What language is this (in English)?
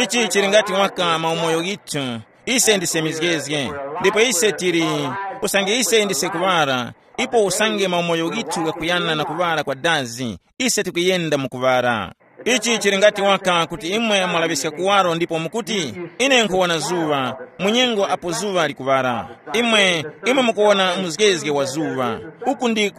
Tumbuka